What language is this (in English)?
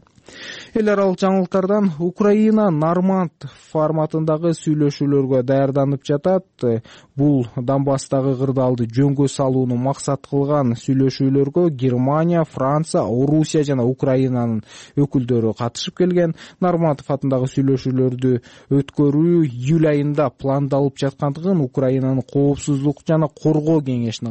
Kyrgyz